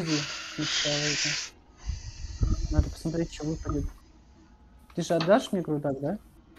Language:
Russian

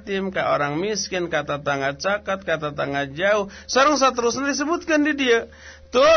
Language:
Sundanese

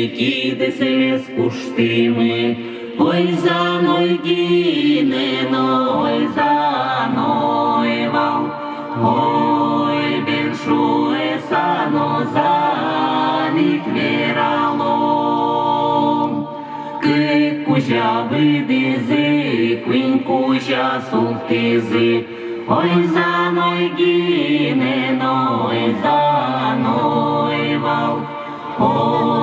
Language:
Udmurt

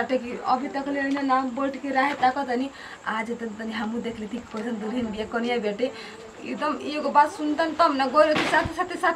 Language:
Bhojpuri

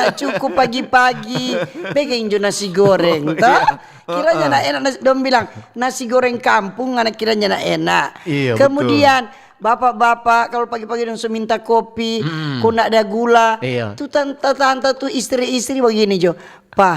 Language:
Manado Malay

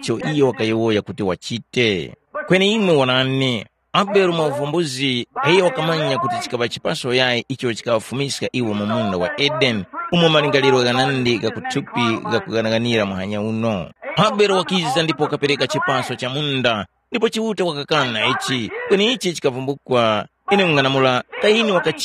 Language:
Tumbuka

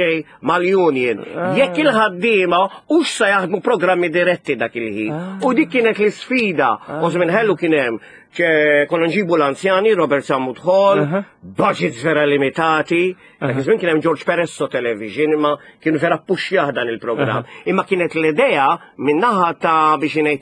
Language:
Maltese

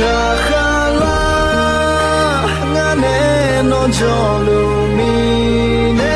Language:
Akha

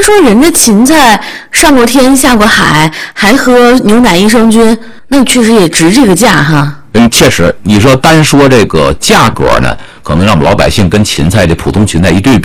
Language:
Chinese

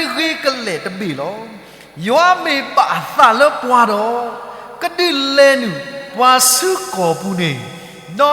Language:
S'gaw Karen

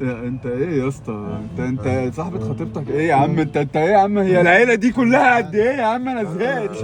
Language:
Egyptian Arabic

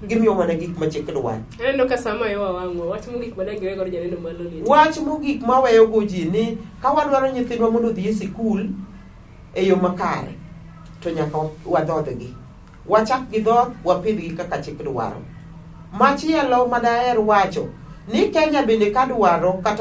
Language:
Luo (Kenya and Tanzania)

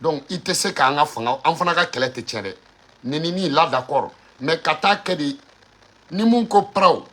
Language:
Bambara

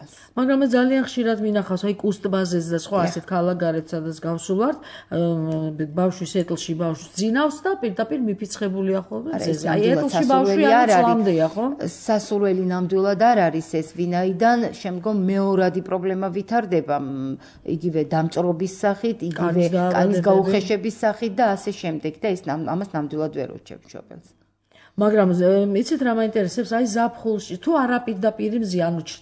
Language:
Georgian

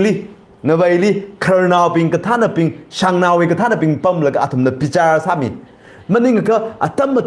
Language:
Tangkhul Naga (India)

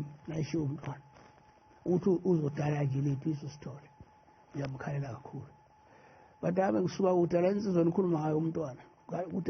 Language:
Zulu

